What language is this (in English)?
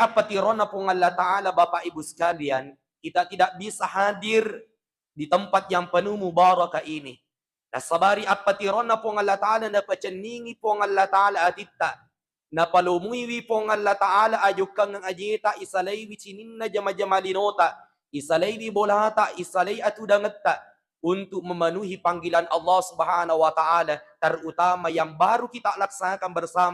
Buginese